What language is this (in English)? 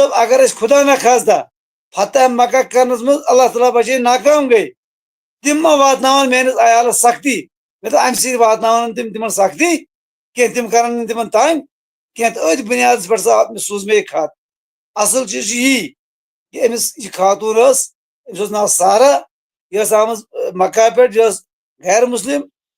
Kashmiri